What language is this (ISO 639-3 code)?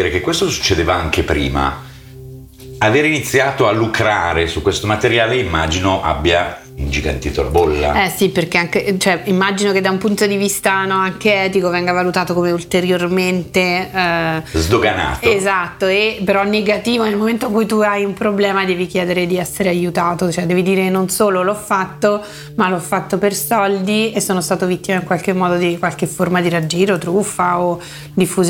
ita